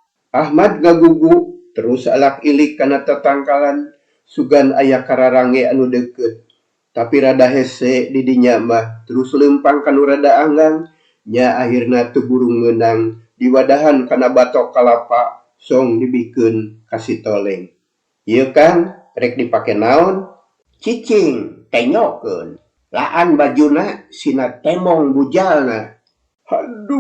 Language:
Sundanese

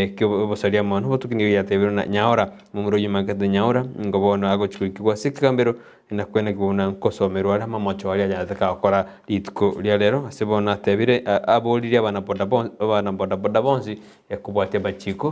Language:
Gusii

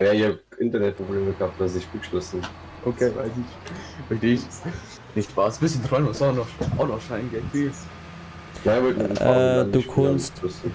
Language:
Bavarian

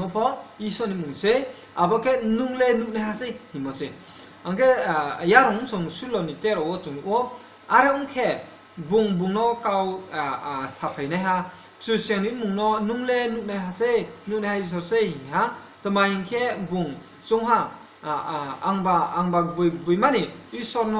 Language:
Riang (India)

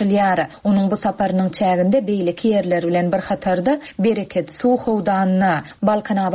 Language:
Turkmen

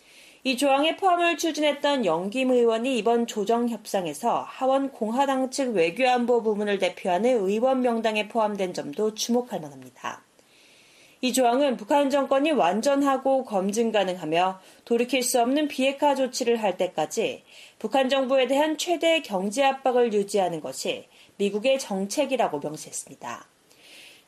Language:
Korean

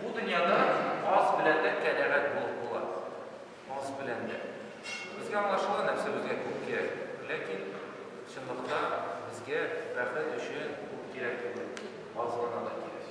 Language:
Tatar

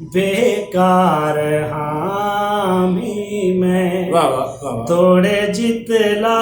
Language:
Saraiki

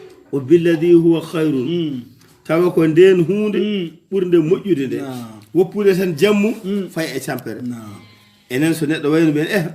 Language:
Fula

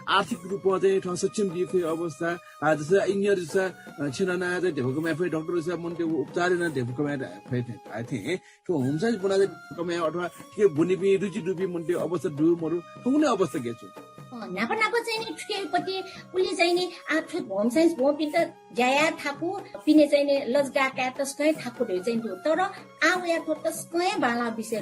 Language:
Newari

